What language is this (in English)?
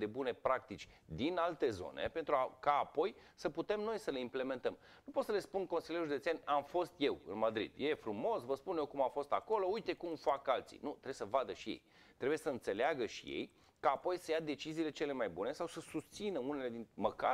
Romanian